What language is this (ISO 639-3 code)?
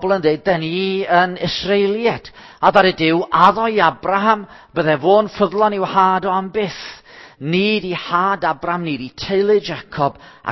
cym